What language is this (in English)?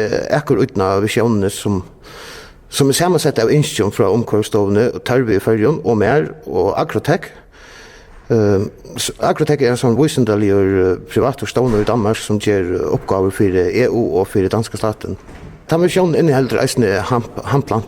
Faroese